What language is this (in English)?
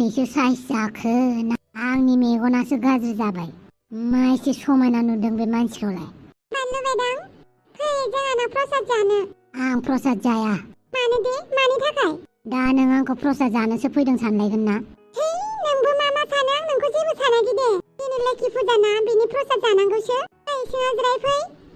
Bodo